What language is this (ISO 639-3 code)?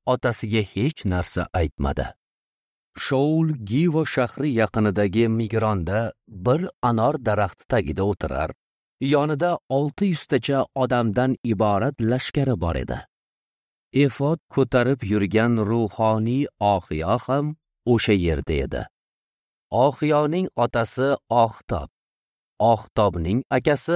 uzb